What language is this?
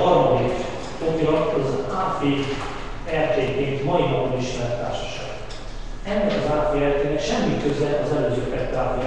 Hungarian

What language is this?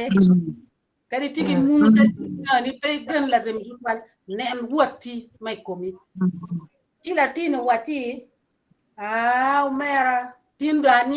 Acoli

